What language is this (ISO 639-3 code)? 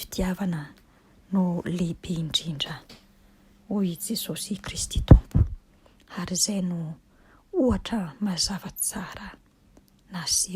mlg